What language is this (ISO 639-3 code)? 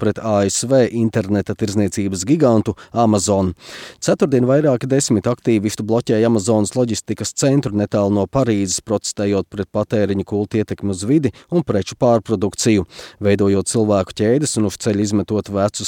lav